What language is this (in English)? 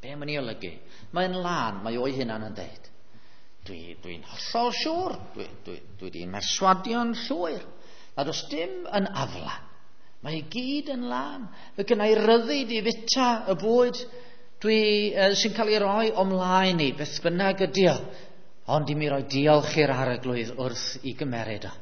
Welsh